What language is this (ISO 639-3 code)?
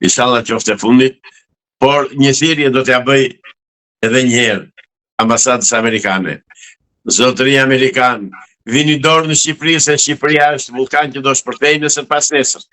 sqi